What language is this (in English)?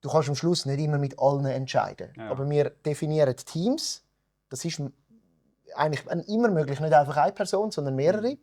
Swiss German